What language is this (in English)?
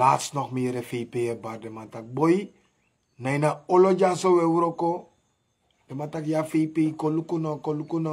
Sranan Tongo